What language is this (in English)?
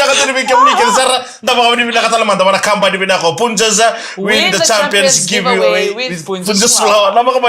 Fijian